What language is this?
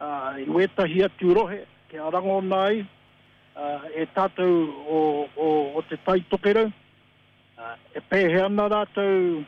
Māori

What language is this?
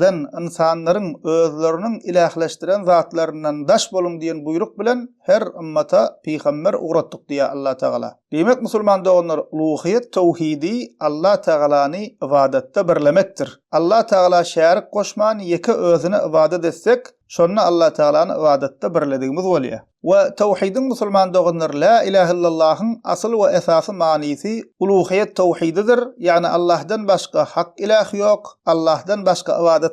Turkmen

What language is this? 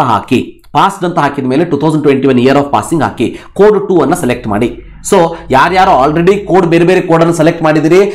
Kannada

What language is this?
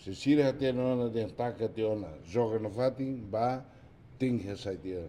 Tetum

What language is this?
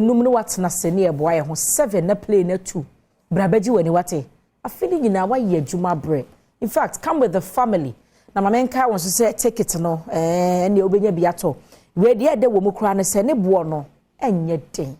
Akan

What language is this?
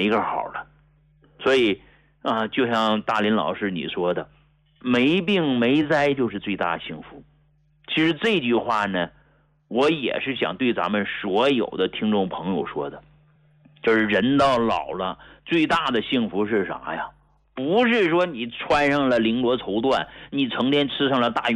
Chinese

